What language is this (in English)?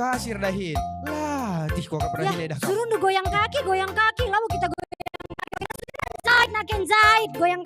Batak Karo